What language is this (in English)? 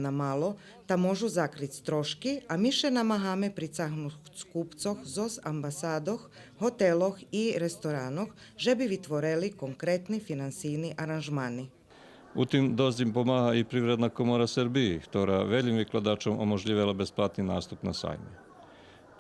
Rusyn